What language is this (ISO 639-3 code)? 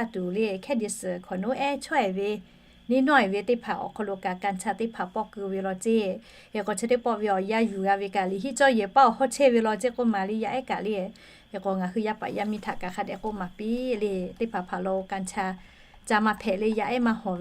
lhu